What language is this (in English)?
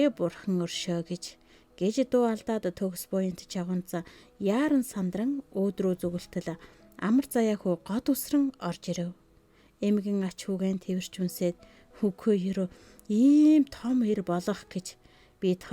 Mongolian